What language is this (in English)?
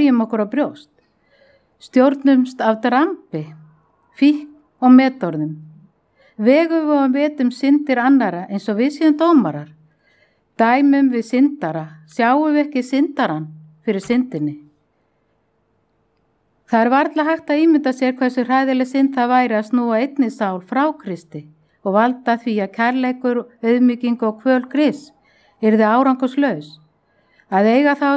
Icelandic